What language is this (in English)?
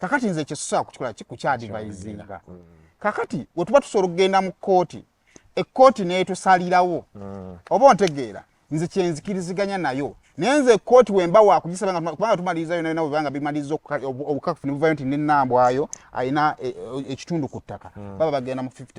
Ganda